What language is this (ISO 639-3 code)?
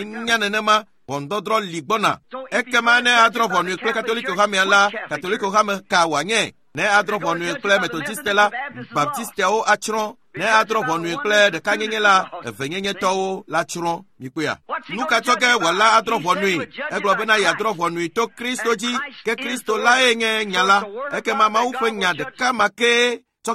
ewe